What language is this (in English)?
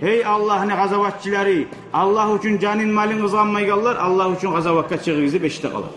Kumyk